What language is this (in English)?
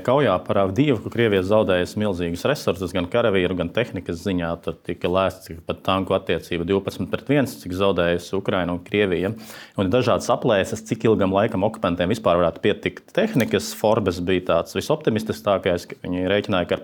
Latvian